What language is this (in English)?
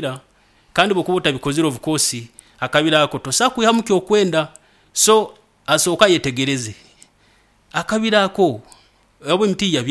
Nyoro